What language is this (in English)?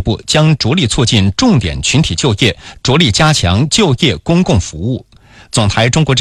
Chinese